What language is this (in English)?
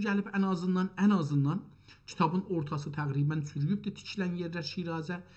South Azerbaijani